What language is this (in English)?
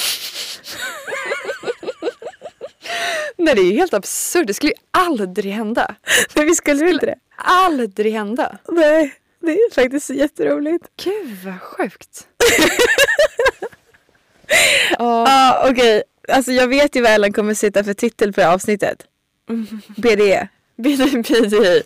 Swedish